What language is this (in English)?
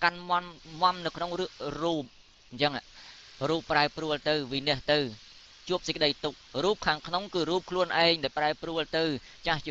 Khmer